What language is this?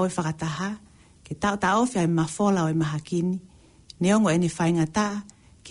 Tongan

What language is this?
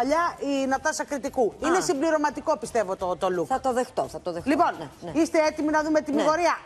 Greek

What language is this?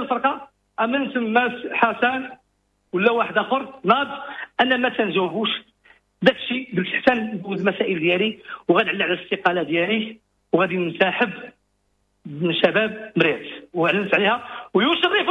Moroccan Arabic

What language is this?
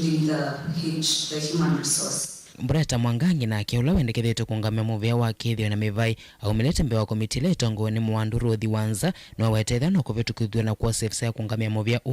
Kamba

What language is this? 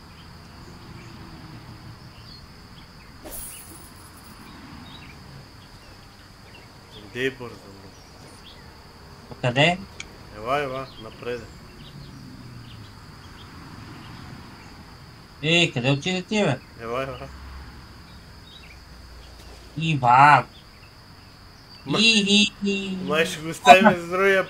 Bulgarian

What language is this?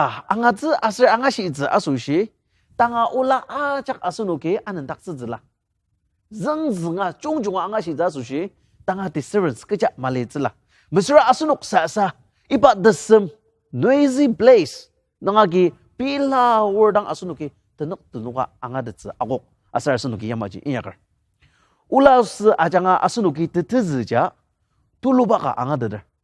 Ao Naga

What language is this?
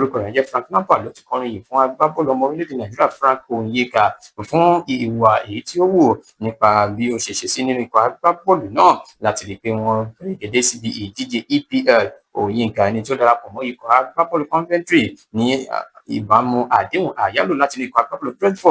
Yoruba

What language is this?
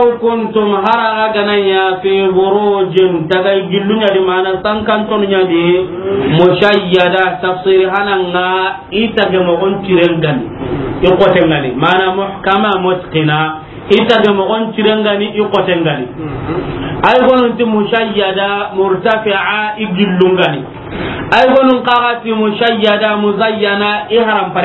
Soninke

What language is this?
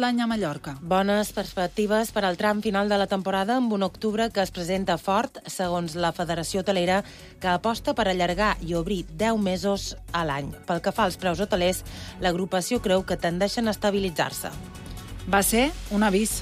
Catalan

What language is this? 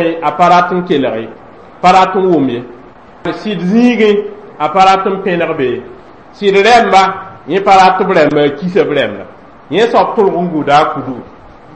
Mossi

